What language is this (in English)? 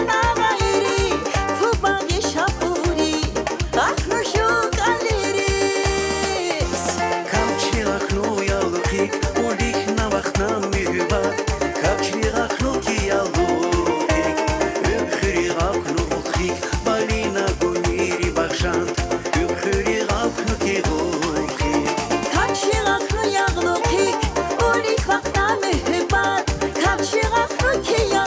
Tabassaran